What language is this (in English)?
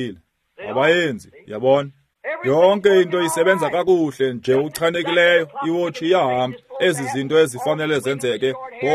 Xhosa